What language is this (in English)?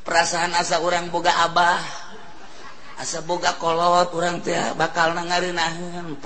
Sundanese